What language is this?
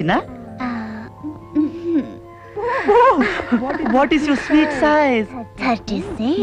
Kannada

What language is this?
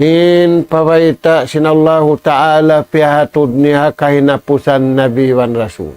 Tausug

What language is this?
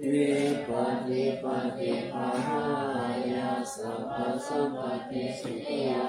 Pali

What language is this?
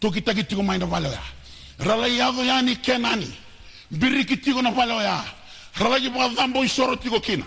Fijian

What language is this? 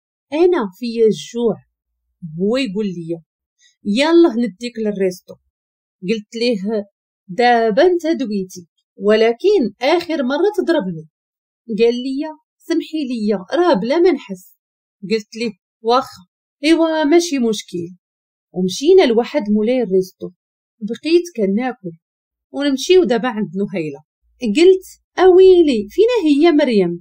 Moroccan Arabic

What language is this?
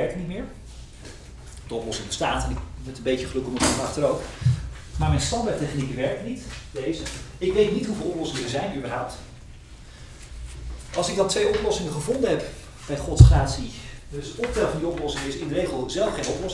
Dutch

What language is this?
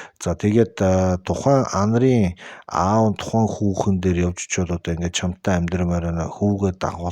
Mongolian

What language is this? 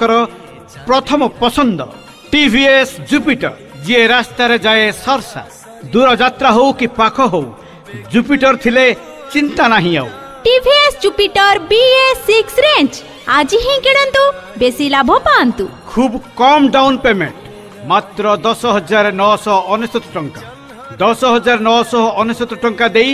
Odia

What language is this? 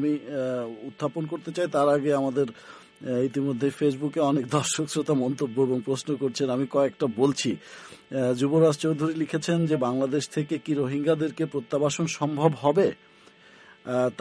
Bangla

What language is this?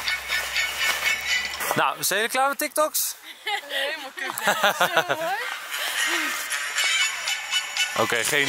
Dutch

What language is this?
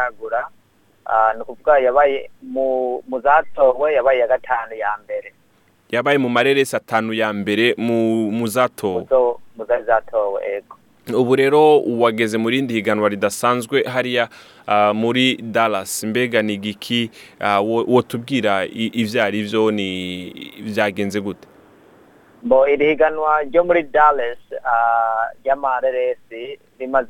Rundi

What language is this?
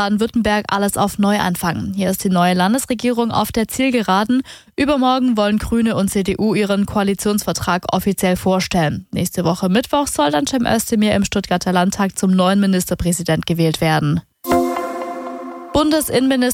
German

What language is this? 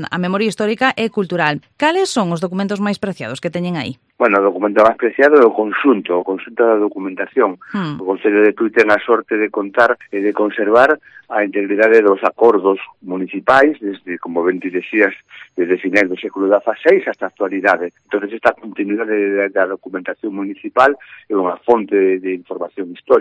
Galician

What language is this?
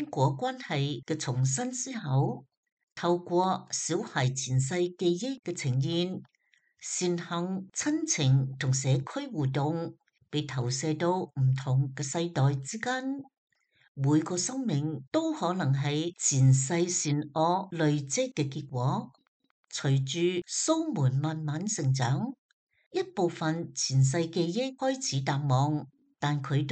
Cantonese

